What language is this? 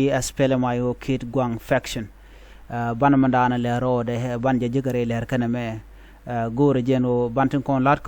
Nuer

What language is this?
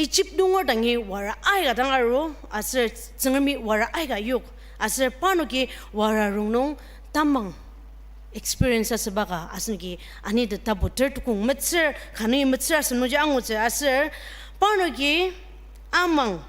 Ao Naga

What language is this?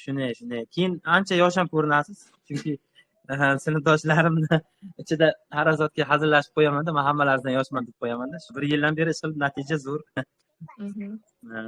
Uzbek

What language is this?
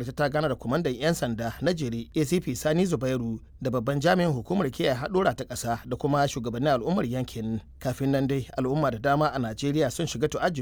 Hausa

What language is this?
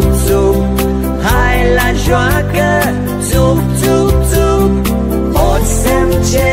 Romanian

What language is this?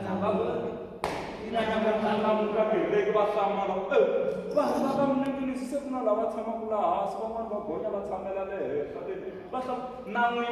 Tsonga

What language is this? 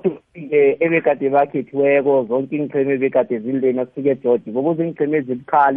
South Ndebele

